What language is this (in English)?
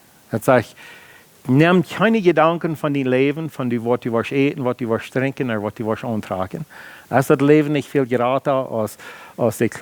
Plautdietsch